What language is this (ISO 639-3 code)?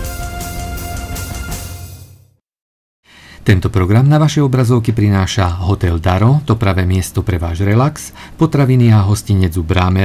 slk